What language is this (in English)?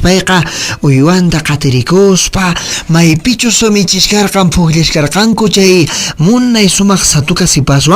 Quechua